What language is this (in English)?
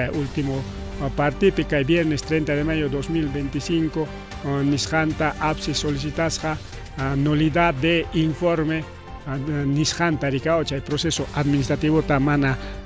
Ayacucho Quechua